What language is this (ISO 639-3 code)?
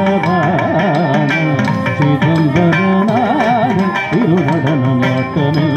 tam